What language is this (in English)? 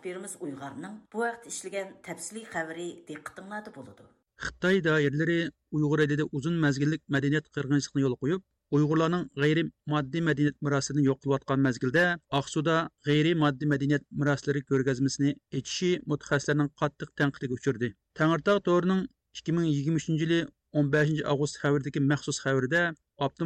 Uyghur